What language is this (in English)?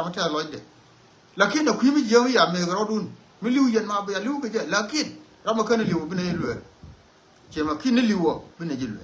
Nuer